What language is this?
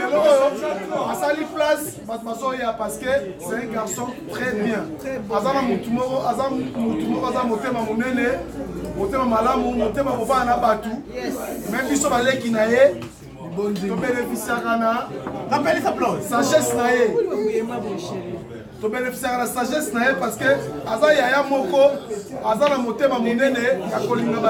Lingala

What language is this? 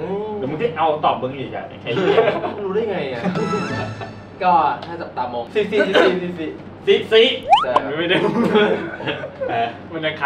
Thai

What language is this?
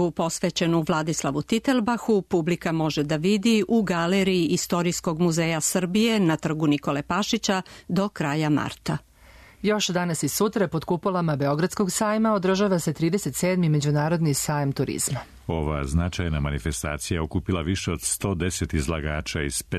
Serbian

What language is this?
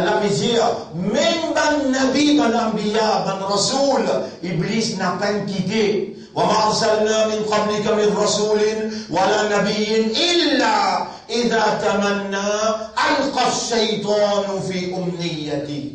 Morisyen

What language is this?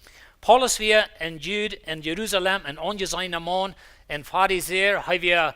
Plautdietsch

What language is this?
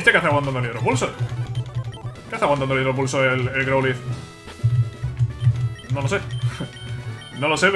Spanish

